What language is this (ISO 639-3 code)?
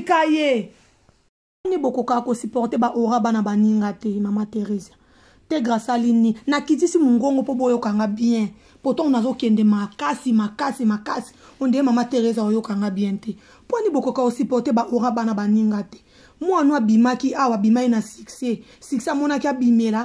lin